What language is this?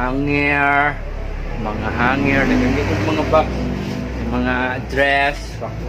Cebuano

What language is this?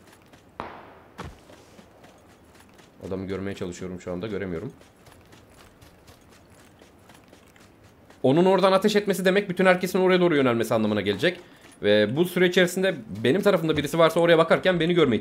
Turkish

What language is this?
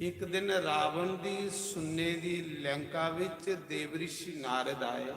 Dogri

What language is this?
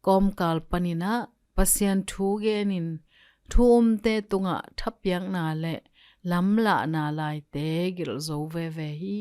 Tedim Chin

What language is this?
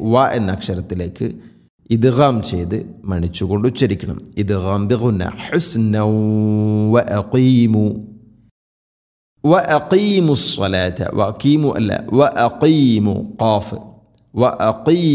Malayalam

